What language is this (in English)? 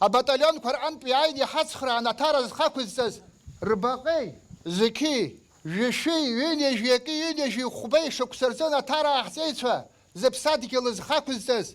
Abkhazian